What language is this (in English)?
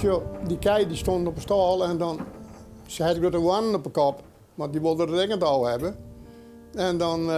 Western Frisian